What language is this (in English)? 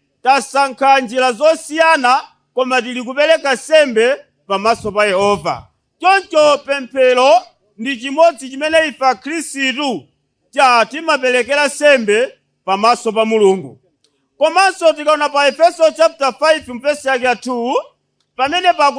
Nyanja